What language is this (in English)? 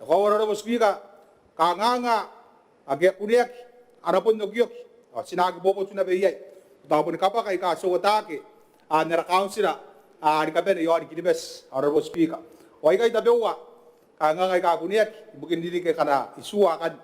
Gilbertese